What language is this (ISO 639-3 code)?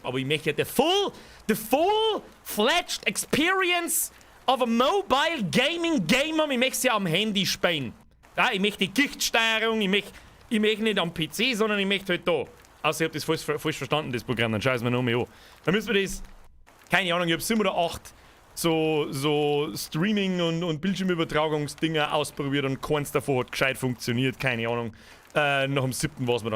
bar